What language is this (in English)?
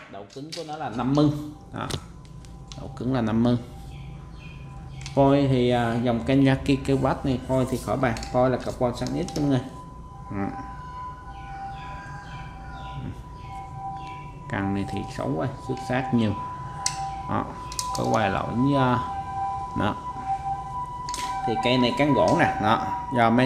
Vietnamese